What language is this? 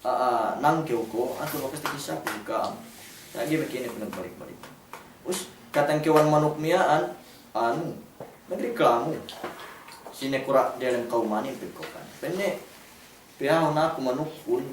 Yakan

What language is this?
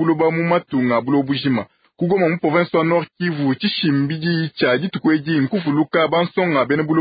Luba-Lulua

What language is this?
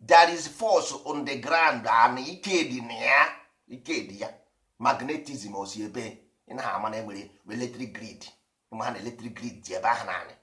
Igbo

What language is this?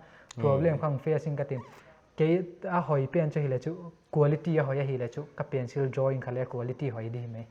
Paite Chin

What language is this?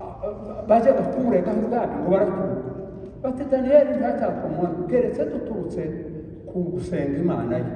Kinyarwanda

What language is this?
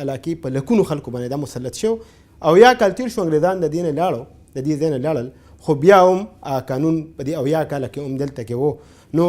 Pashto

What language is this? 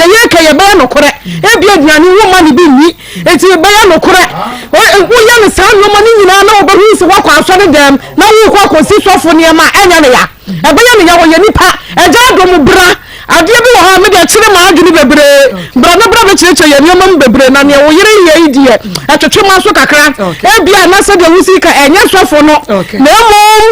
Akan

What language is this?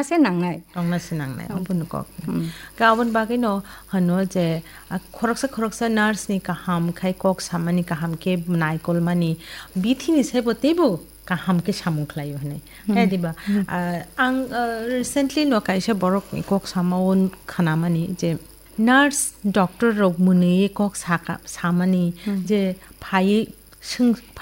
Kok Borok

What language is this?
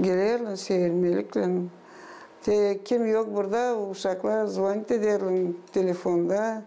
Gagauz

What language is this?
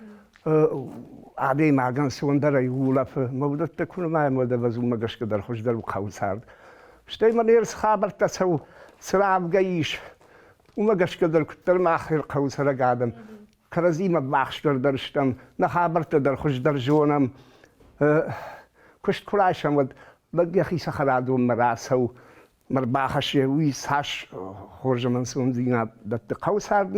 Ossetic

